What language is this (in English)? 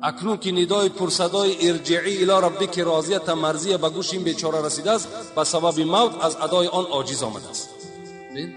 Tajik